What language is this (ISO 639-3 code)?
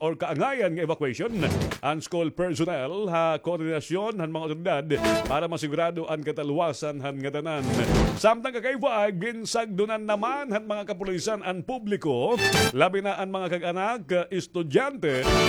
war